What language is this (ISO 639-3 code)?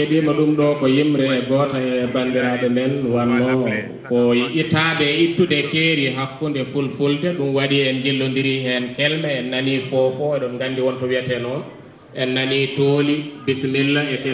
ful